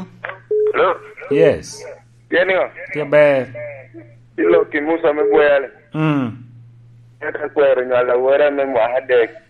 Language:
Lango (Uganda)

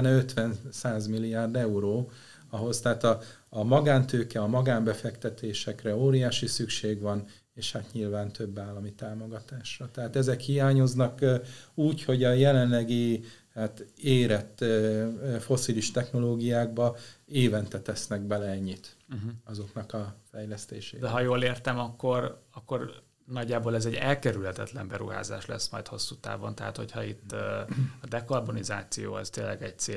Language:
Hungarian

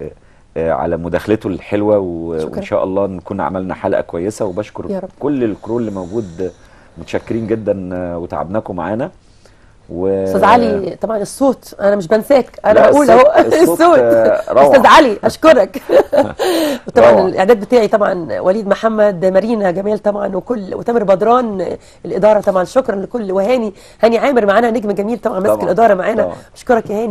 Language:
Egyptian Arabic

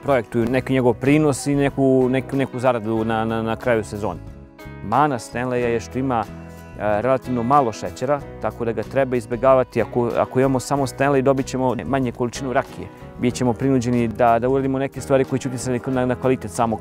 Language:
Serbian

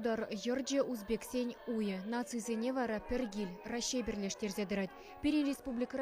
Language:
Chuvash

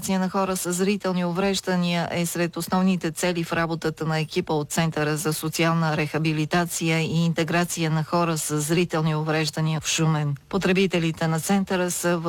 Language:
Bulgarian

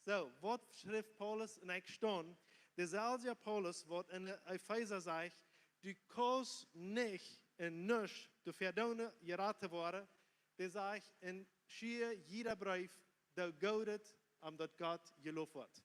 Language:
Plautdietsch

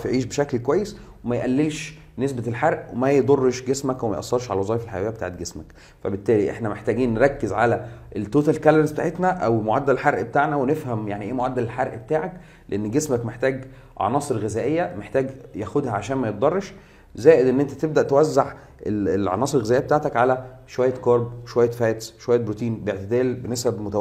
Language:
Egyptian Arabic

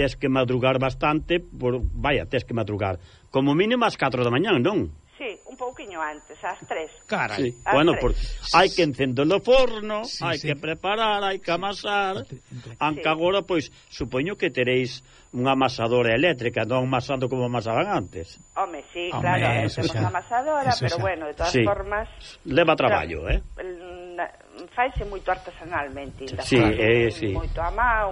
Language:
Galician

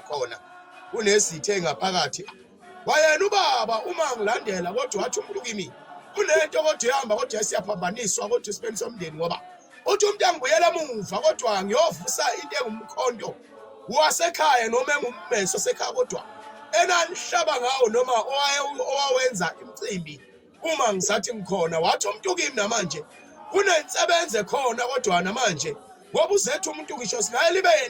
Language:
Zulu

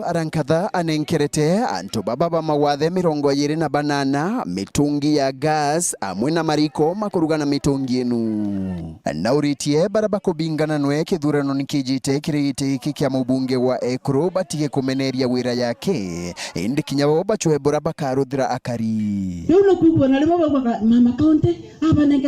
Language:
Meru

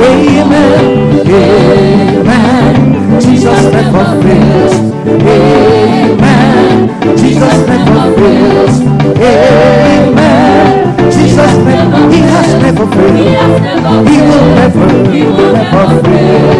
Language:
Ewe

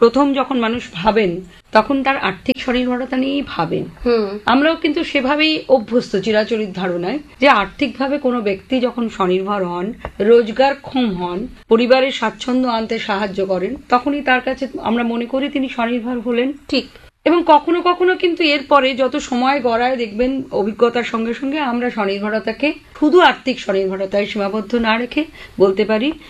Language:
Bangla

